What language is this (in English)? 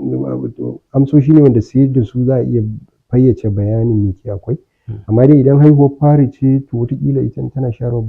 Hausa